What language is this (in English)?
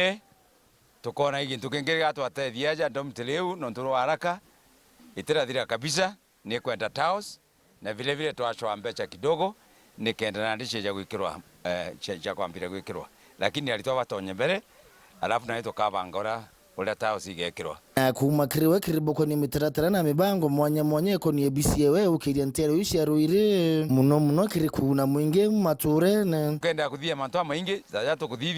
Meru